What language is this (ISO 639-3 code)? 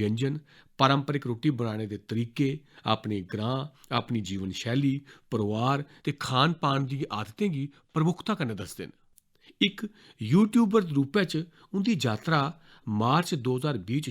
doi